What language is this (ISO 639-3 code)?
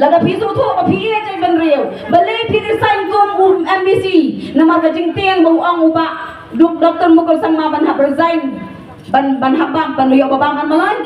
kha